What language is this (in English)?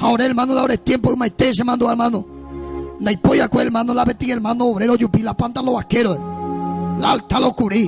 Guarani